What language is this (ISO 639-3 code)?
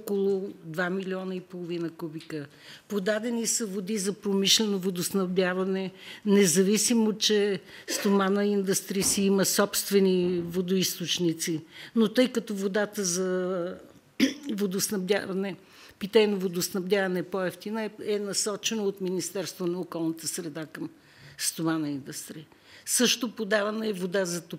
bul